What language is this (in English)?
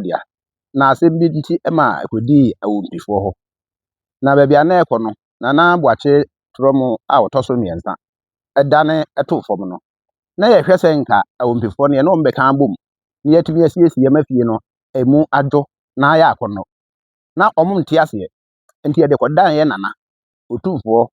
Akan